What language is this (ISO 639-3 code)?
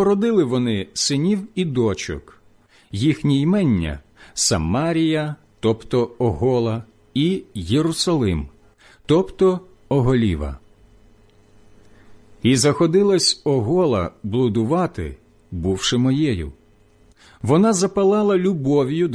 ukr